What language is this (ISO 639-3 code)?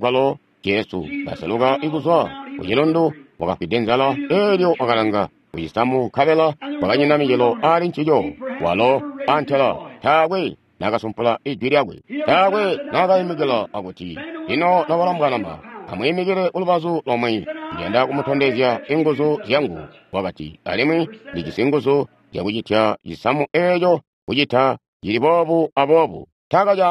toi